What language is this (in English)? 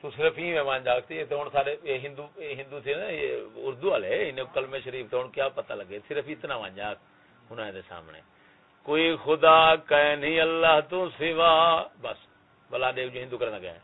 Saraiki